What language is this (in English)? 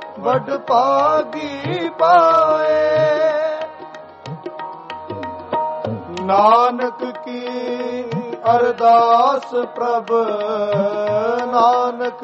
Punjabi